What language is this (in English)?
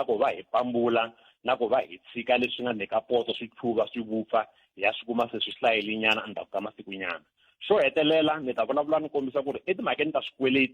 Tsonga